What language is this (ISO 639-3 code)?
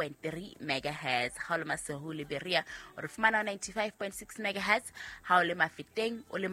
sot